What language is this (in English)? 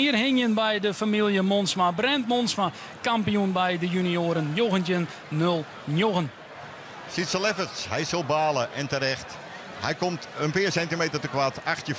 Western Frisian